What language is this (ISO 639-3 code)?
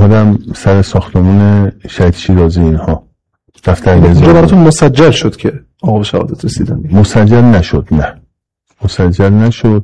fas